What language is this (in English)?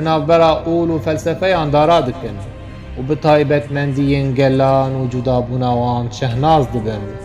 Kurdish